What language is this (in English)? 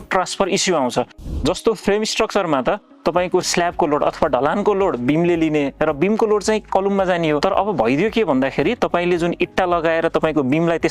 Nepali